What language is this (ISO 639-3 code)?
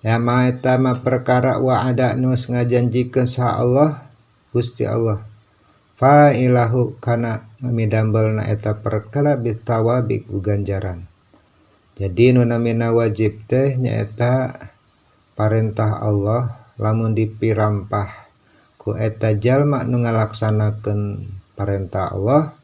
sun